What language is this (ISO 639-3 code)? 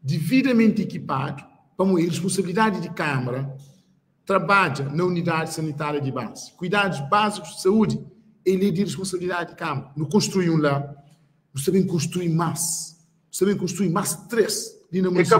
kea